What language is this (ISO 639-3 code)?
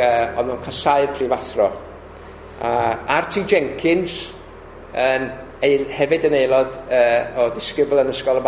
cym